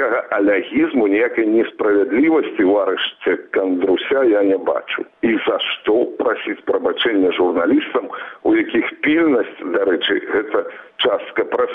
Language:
Belarusian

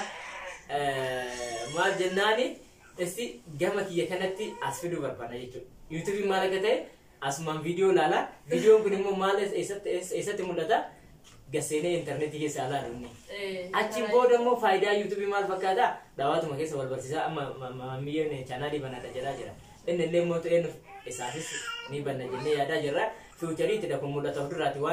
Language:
Oromo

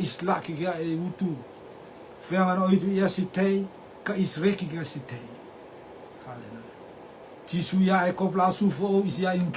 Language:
Rotuman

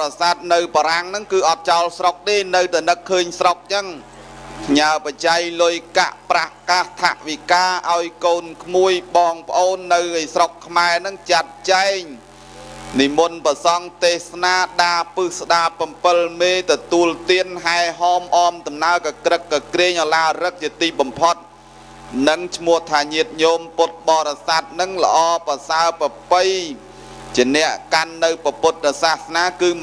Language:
Khmer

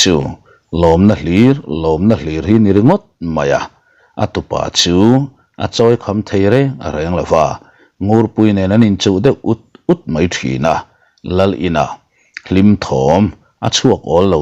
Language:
Mizo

